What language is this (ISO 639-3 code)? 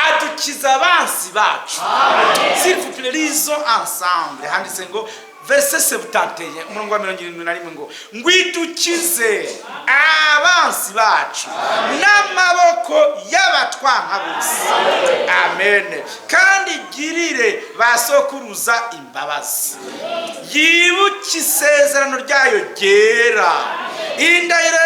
run